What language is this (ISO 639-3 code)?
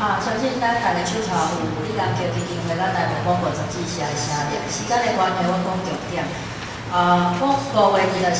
nan